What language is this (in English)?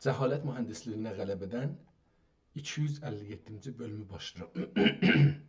South Azerbaijani